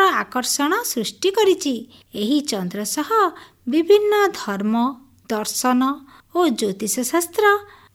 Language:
Odia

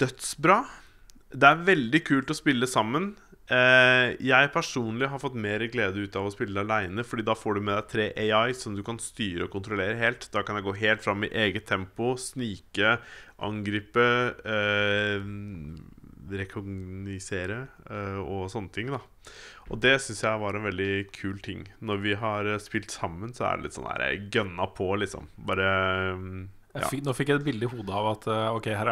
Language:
Norwegian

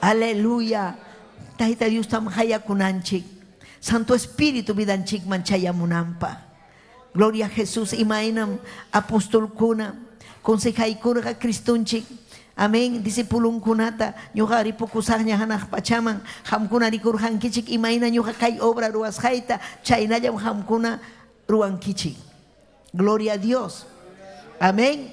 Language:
Ayacucho Quechua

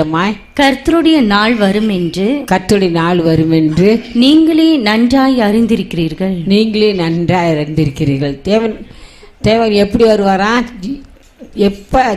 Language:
Tamil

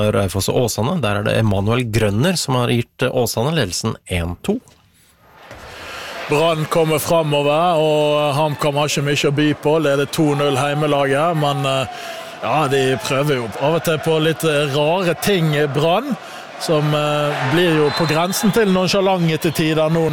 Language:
Norwegian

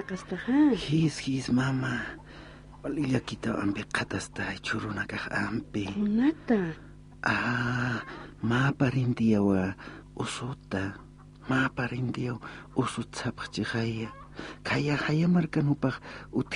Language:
Aymara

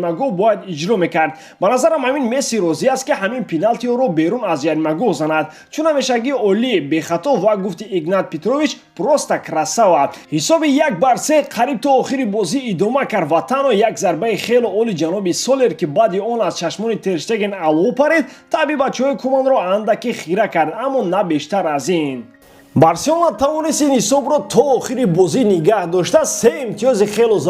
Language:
Tajik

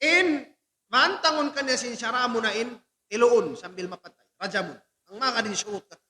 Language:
Tausug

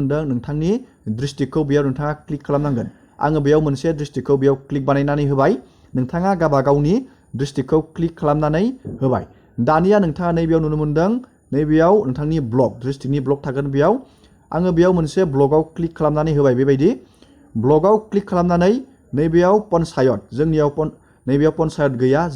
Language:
Bodo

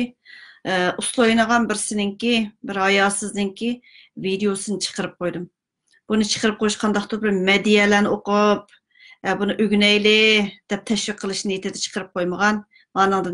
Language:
Uyghur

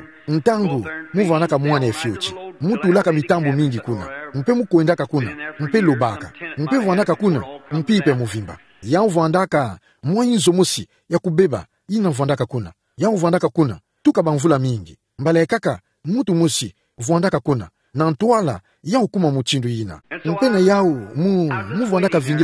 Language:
Kituba (Democratic Republic of Congo)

